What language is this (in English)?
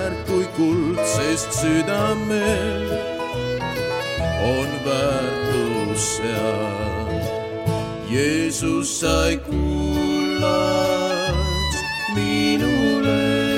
Estonian